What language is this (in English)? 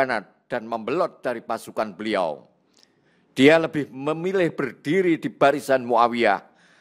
Indonesian